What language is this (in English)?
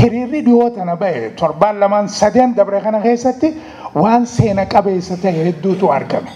Oromo